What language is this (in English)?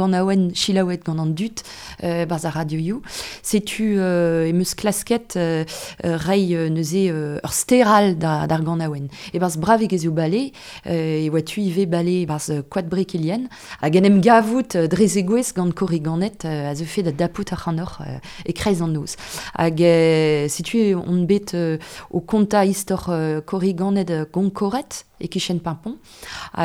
Breton